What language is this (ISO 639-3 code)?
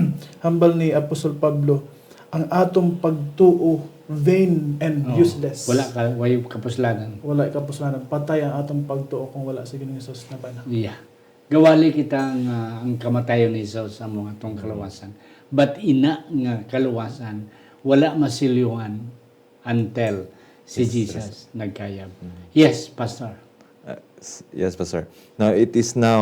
hil